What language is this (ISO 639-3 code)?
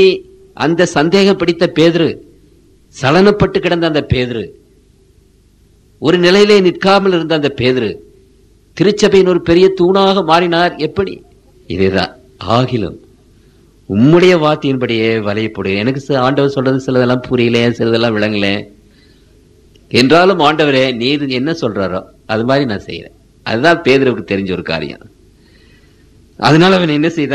tam